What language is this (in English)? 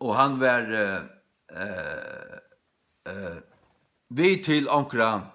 Faroese